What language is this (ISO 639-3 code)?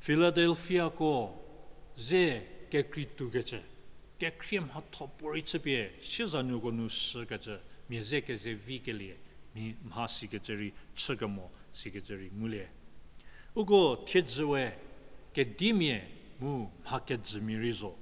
njm